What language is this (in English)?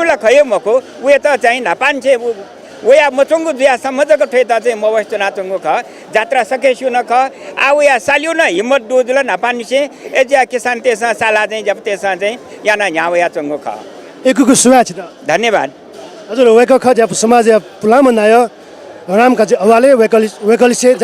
Newari